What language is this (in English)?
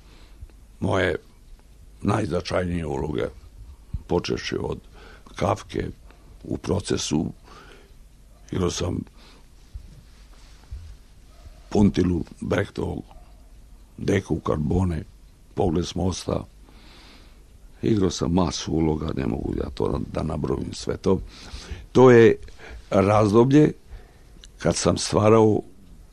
Serbian